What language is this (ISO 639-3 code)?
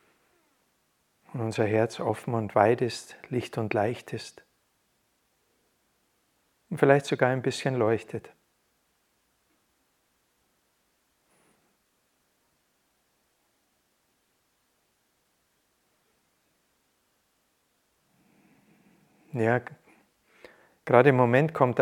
deu